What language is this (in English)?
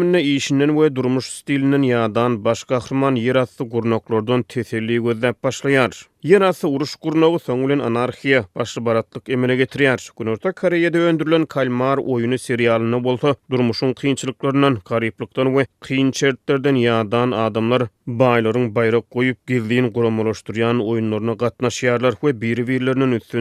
Turkmen